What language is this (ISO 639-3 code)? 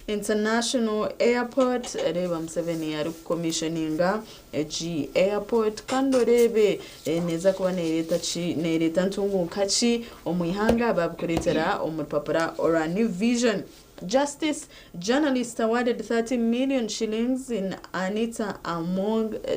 nyn